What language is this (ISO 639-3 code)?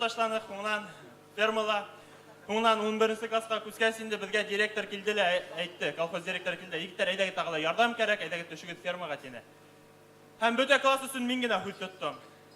bak